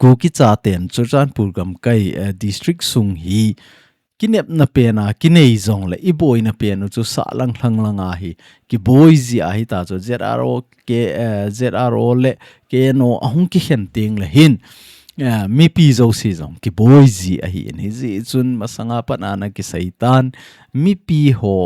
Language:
Thado Chin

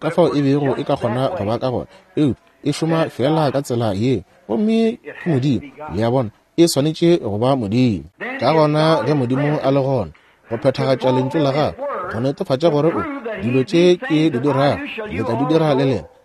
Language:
Northern Sotho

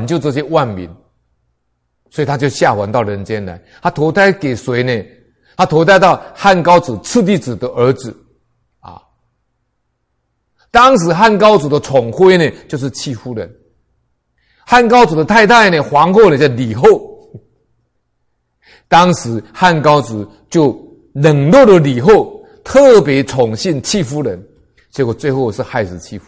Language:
Chinese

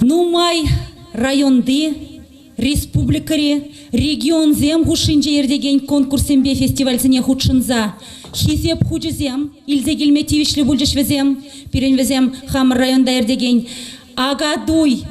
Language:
Chuvash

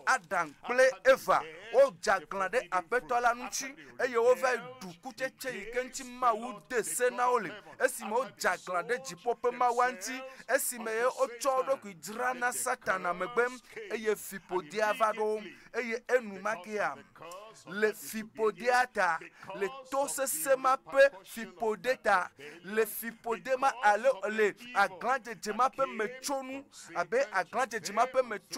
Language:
Ewe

